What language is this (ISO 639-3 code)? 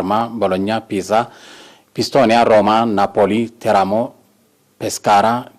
tir